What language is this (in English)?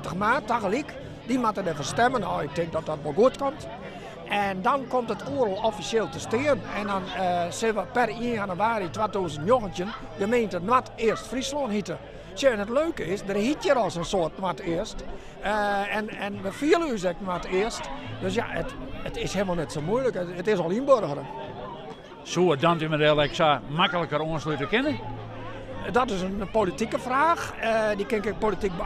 Western Frisian